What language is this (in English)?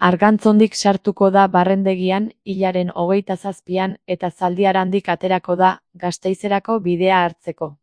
Basque